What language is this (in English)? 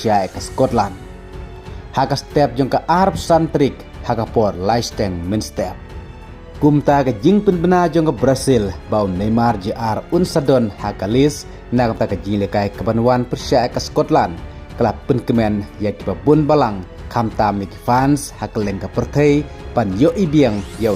Khasi